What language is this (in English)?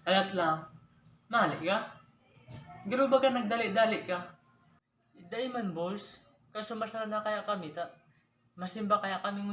Bikol